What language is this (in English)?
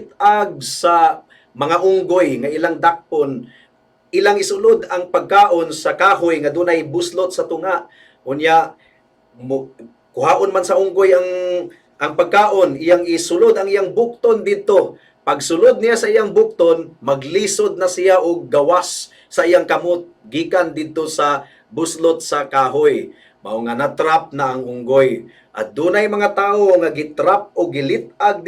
Cebuano